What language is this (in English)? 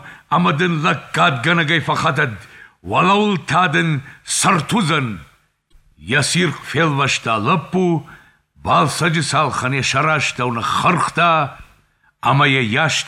Ossetic